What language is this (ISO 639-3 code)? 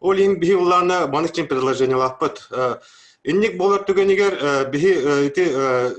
sah